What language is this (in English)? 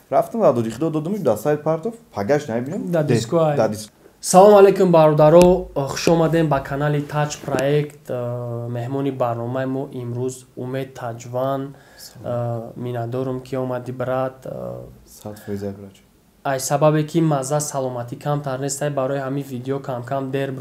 Tajik